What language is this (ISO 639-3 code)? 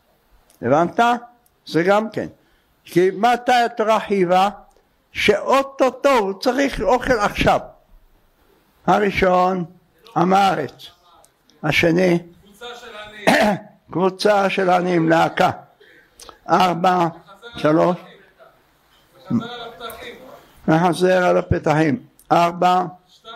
heb